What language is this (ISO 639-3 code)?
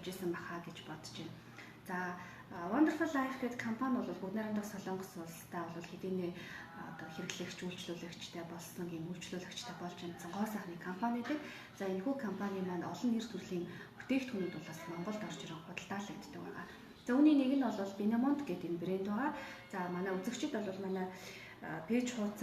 mon